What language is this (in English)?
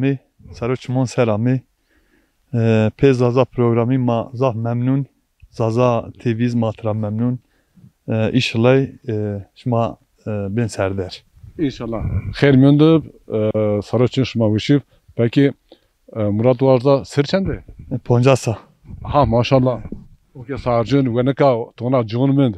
Zaza